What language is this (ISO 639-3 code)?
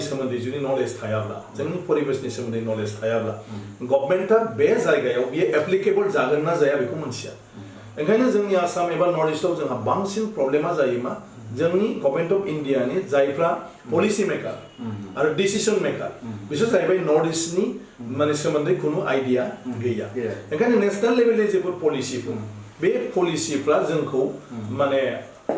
brx